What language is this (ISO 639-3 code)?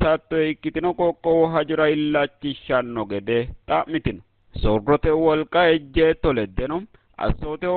sid